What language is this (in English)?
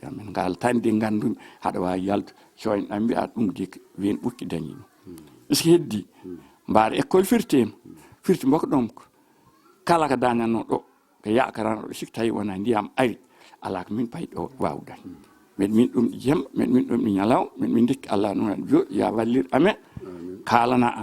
Fula